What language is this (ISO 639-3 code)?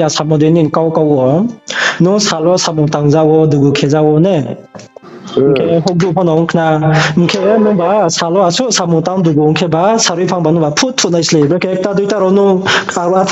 ria